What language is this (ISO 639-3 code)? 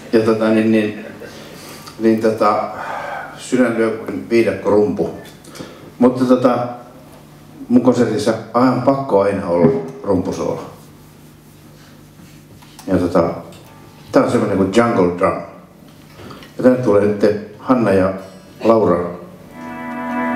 fin